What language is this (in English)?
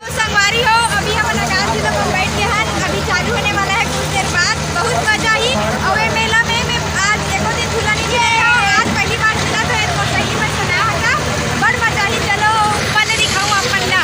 Chhattisgarhi